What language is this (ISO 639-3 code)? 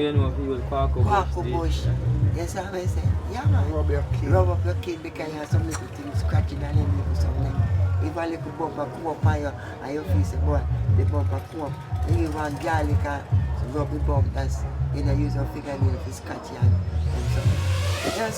jam